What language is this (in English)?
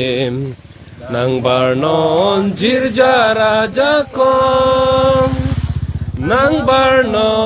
Karbi